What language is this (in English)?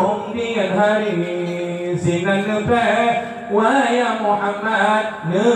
Achinese